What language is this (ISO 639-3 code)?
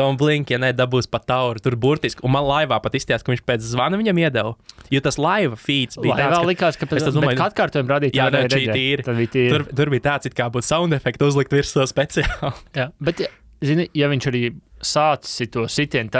lav